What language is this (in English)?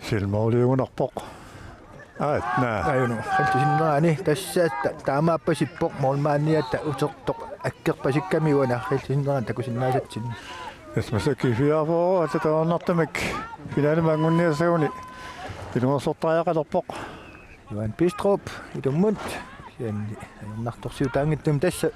Kalaallisut